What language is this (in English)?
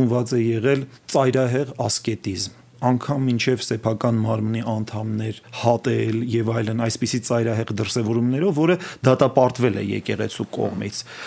Armenian